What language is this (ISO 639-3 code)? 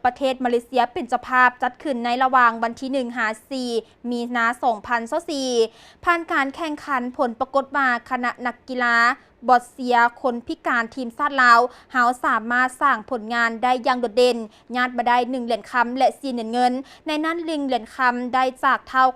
lao